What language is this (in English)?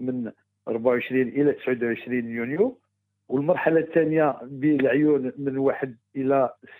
Moroccan Arabic